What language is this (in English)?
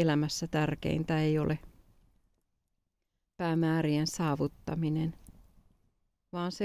Finnish